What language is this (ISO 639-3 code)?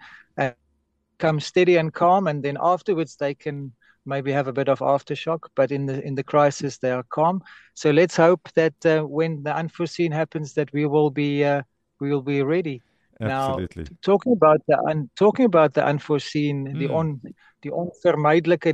afr